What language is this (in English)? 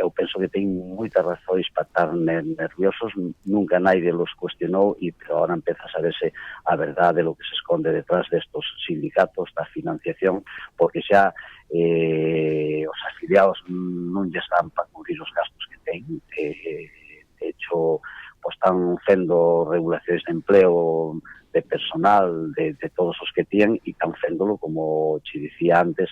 Asturian